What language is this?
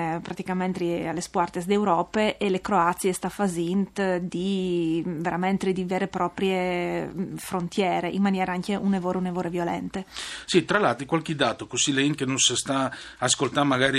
Friulian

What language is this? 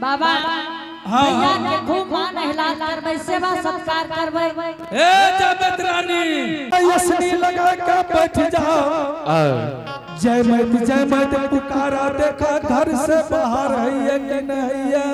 Angika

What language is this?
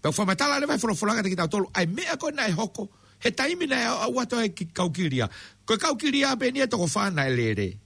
Tongan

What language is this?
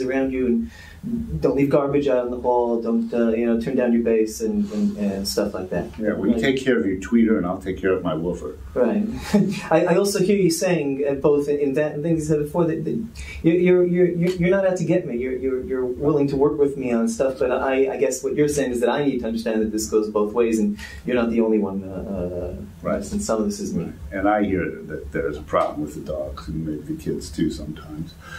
English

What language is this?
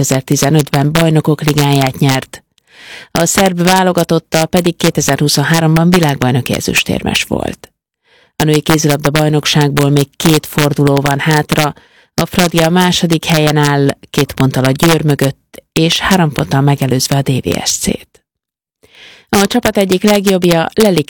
Hungarian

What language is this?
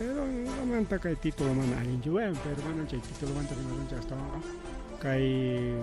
Ayacucho Quechua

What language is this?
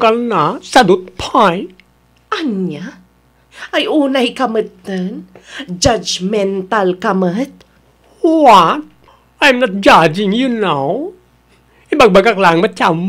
Iloko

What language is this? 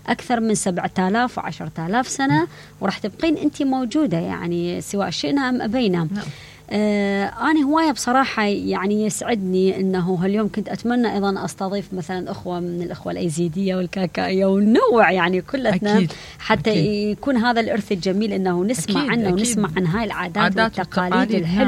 Mesopotamian Arabic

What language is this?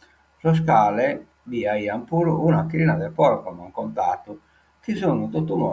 Sardinian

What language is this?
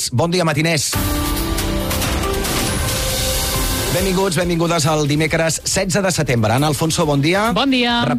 Catalan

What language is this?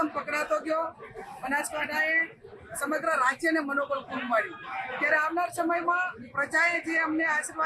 Gujarati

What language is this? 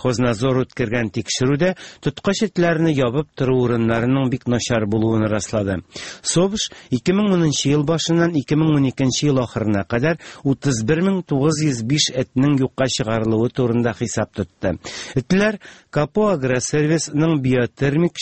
Tatar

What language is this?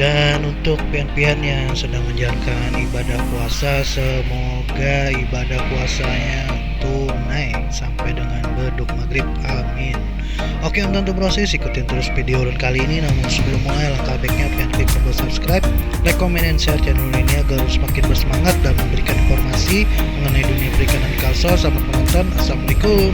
Banjar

